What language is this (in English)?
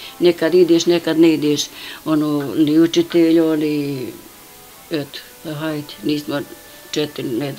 Bosnian